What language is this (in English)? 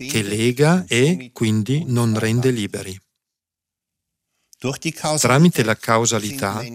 Italian